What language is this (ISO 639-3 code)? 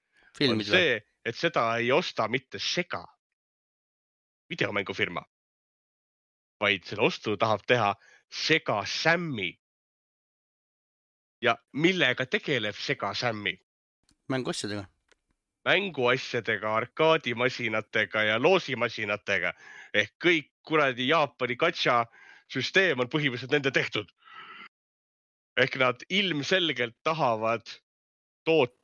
est